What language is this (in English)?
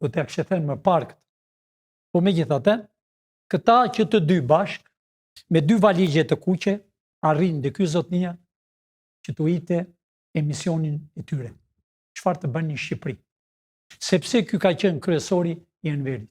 Albanian